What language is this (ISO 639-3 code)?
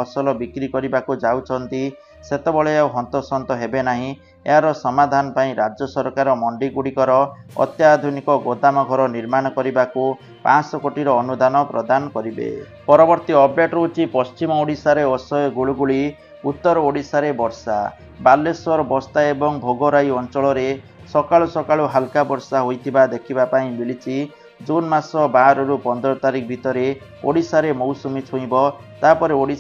ori